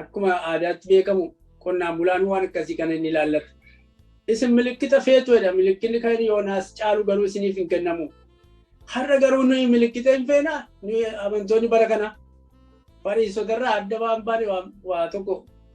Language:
Oromo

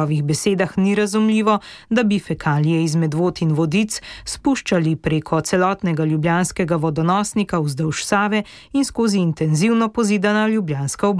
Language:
Slovenian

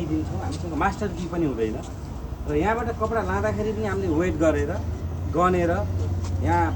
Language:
Nepali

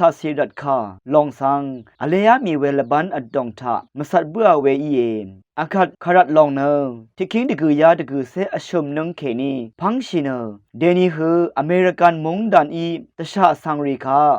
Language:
Rawang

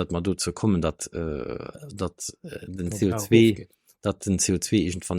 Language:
Luxembourgish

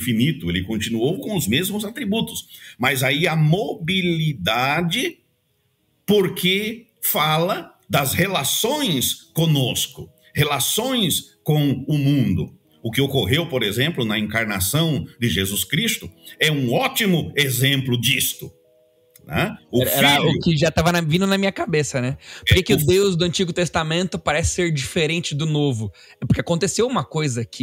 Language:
Portuguese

